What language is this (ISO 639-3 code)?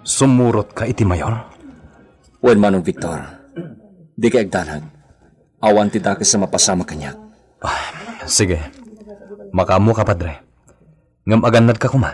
ilo